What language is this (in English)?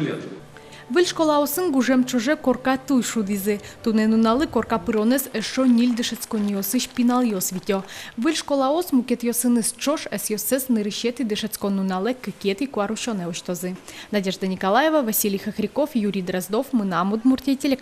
Udmurt